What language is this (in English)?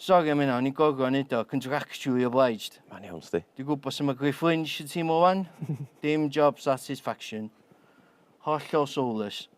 Welsh